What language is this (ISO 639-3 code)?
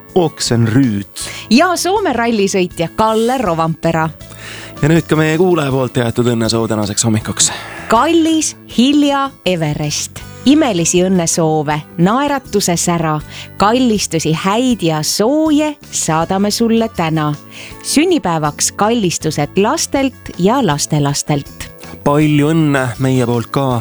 est